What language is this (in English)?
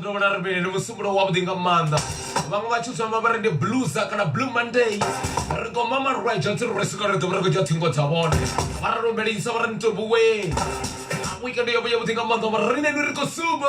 Venda